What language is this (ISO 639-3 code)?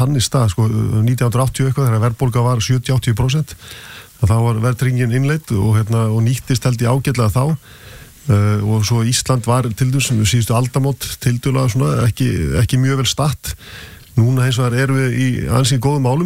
isl